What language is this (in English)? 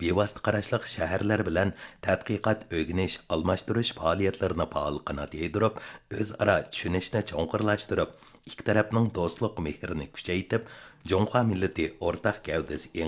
Uyghur